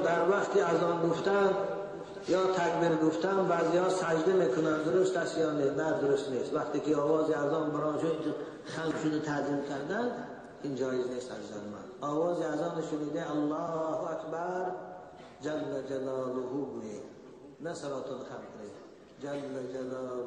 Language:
Tajik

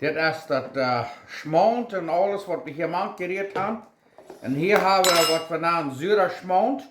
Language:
Plautdietsch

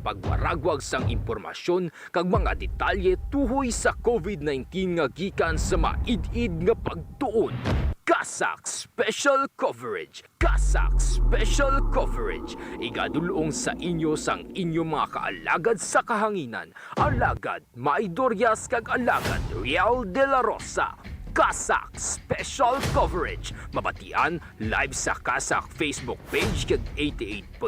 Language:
Hiligaynon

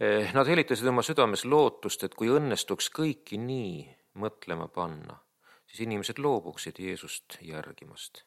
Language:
Estonian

